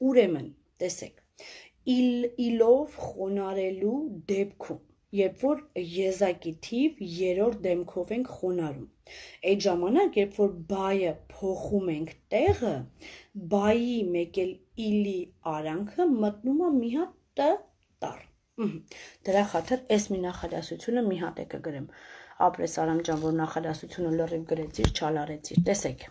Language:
Armenian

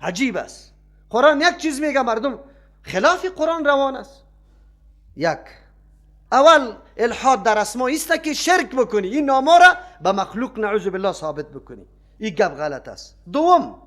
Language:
Persian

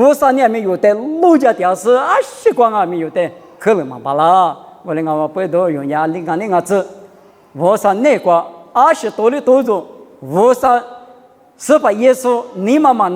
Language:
Lisu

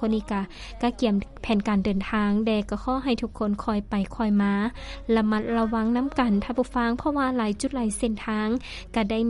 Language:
Lao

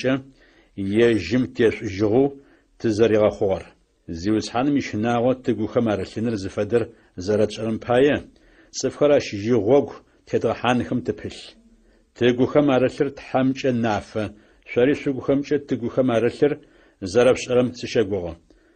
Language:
Adyghe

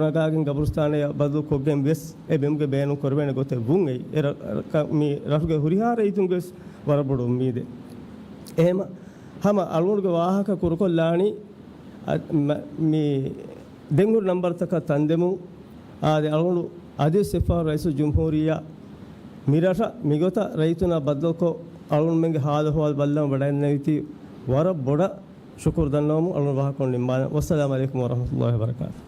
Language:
Divehi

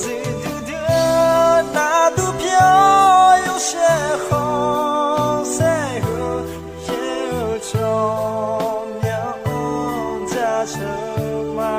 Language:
Akha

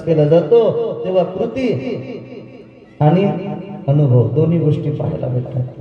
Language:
Marathi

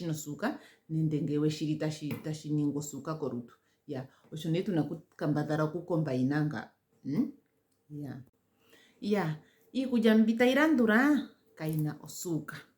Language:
Ndonga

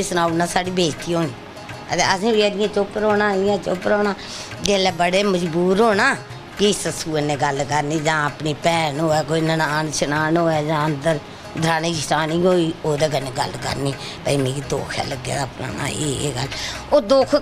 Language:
Dogri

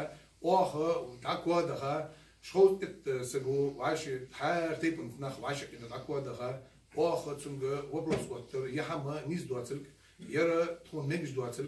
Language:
Ingush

